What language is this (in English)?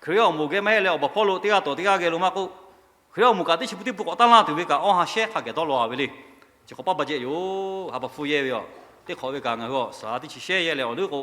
Lahu